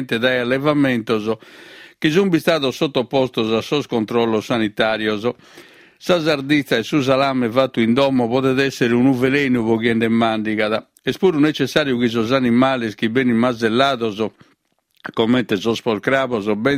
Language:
Sardinian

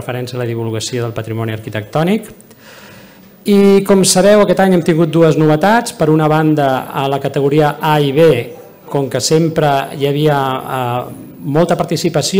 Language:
Catalan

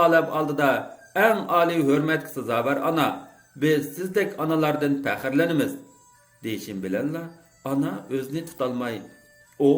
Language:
Uyghur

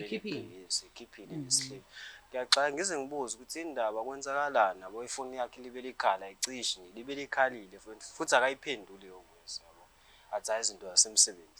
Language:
Zulu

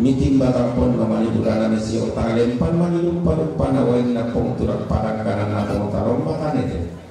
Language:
Toraja-Sa'dan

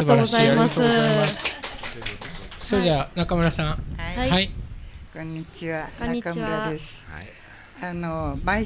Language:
Japanese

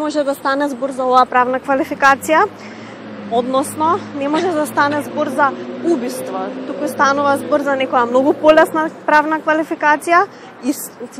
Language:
Macedonian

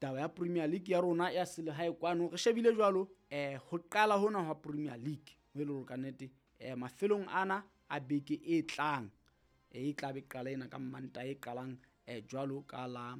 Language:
Southern Sotho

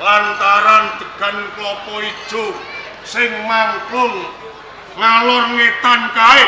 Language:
Javanese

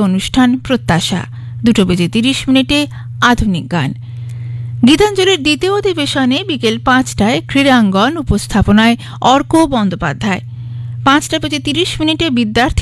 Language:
Bangla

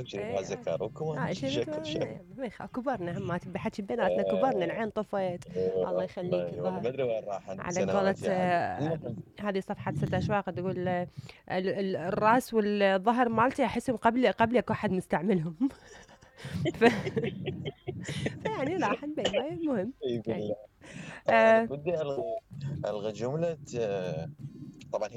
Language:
Mesopotamian Arabic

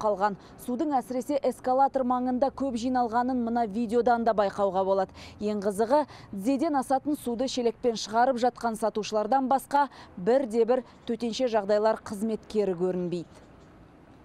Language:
Kazakh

